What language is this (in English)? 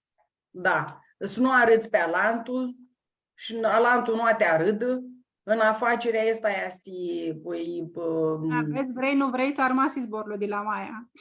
Aromanian